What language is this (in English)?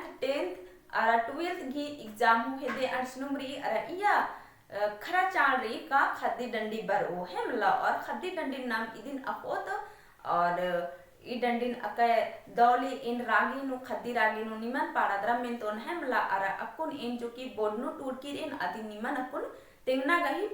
Kurukh